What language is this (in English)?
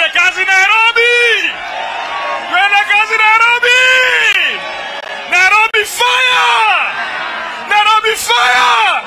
Swahili